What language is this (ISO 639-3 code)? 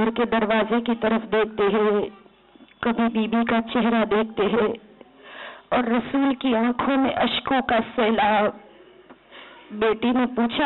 urd